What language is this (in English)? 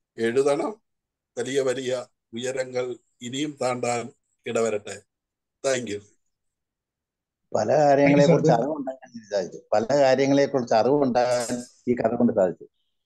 Malayalam